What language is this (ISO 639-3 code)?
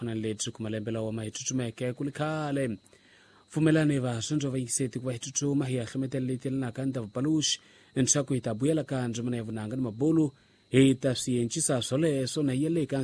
tso